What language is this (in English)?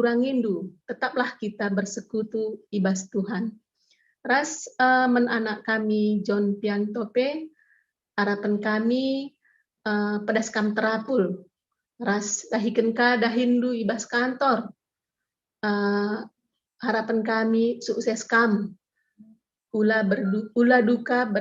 Batak Karo